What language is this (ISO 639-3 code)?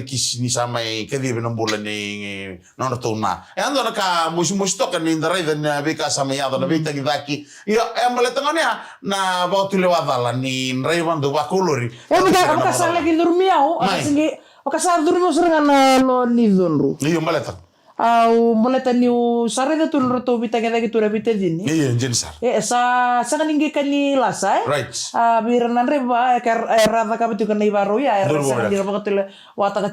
fij